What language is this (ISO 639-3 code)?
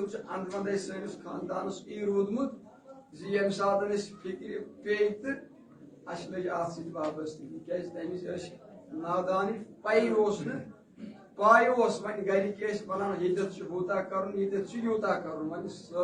kas